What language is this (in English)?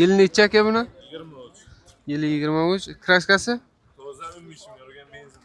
Uzbek